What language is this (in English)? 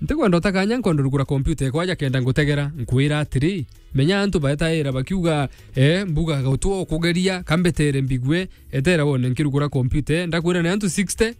Meru